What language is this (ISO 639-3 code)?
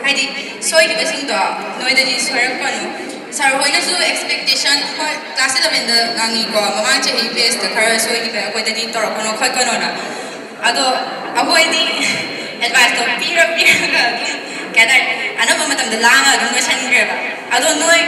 mni